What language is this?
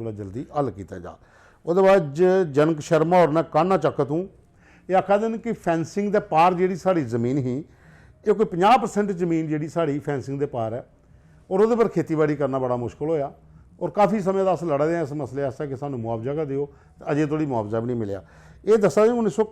Dogri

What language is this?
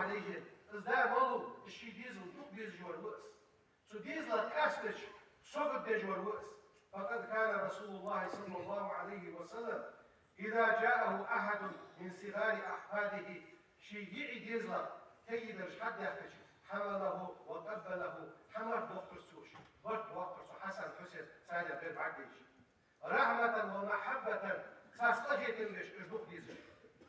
Ingush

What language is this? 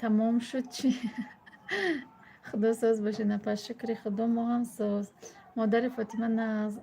Tajik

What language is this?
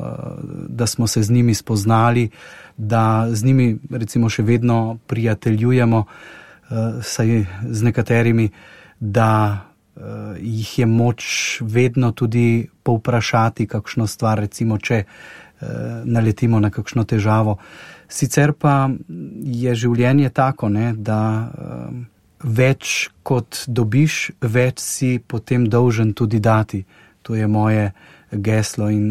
Slovenian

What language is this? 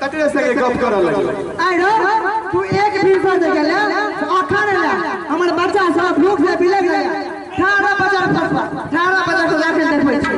Maithili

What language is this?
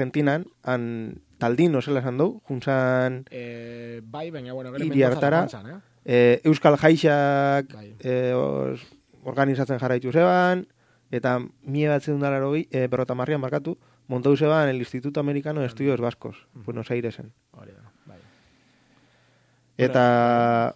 Basque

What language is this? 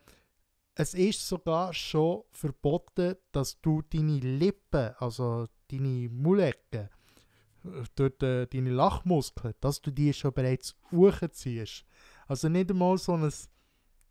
Swiss German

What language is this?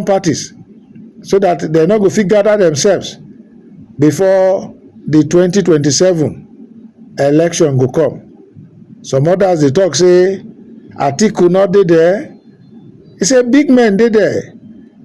Nigerian Pidgin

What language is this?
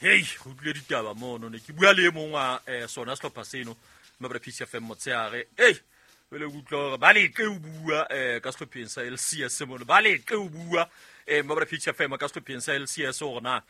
Southern Sotho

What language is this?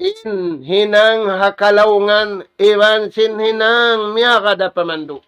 Tausug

